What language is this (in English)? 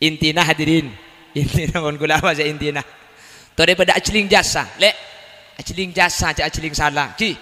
Madurese